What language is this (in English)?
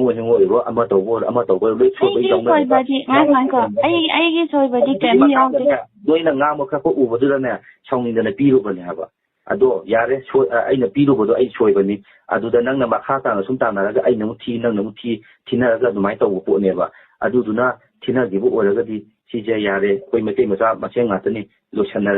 Manipuri